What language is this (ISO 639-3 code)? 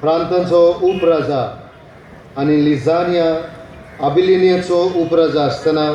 kok